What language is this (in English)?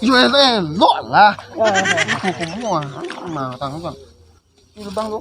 Minangkabau